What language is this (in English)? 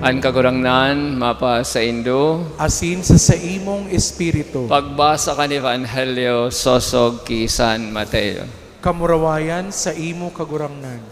Bikol